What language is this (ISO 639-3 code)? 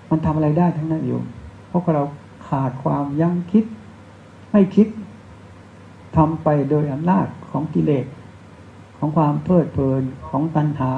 tha